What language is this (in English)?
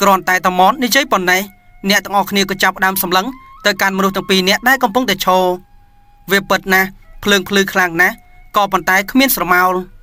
Khmer